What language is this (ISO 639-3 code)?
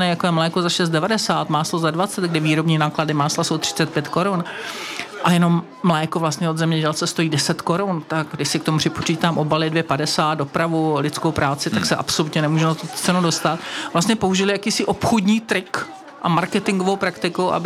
ces